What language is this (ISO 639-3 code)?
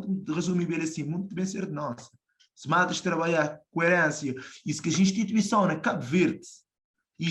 kea